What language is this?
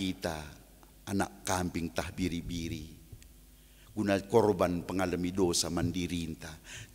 Batak Karo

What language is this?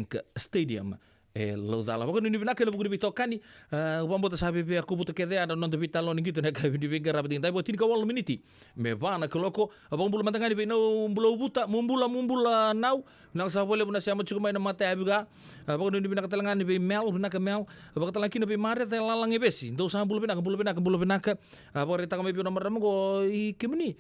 Fijian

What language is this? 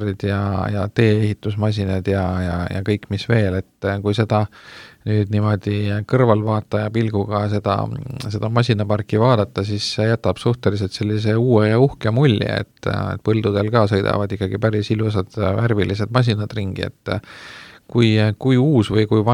Estonian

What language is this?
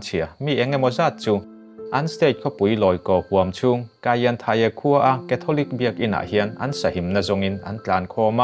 Mizo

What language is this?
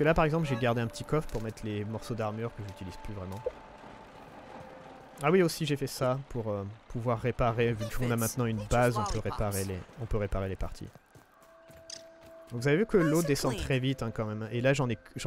French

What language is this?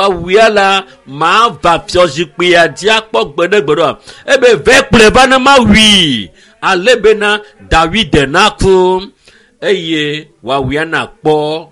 Ewe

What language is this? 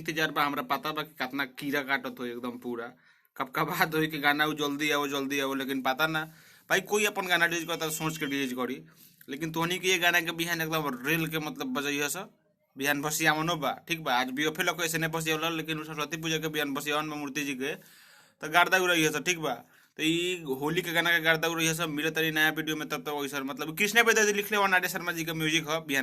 Bhojpuri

